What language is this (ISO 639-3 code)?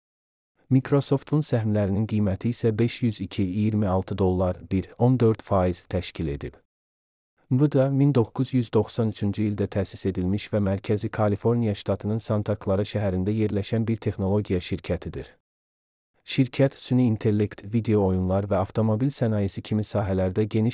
aze